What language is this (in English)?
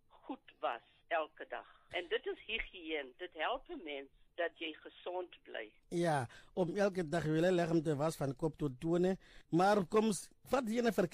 Afrikaans